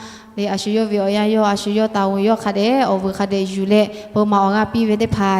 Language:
Lahu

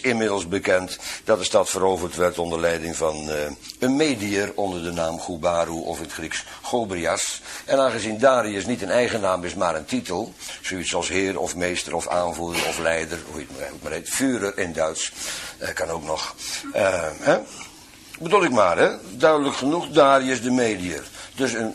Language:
Dutch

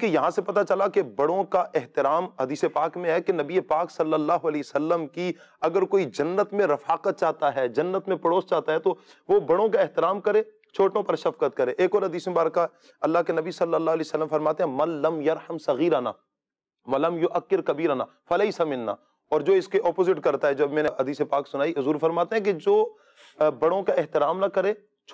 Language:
Urdu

